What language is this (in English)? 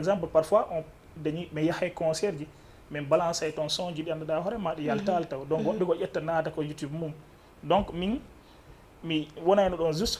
Fula